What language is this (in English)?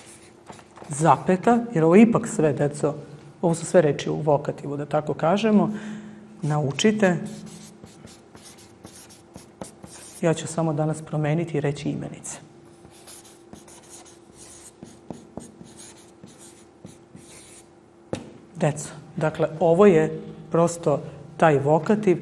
Serbian